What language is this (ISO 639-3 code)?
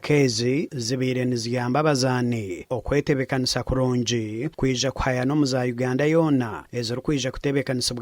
nyn